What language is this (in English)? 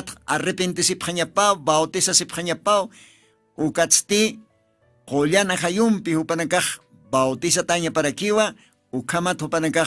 Aymara